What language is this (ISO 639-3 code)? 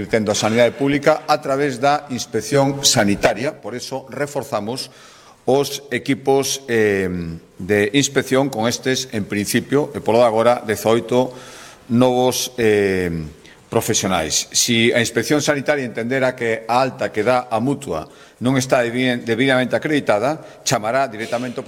glg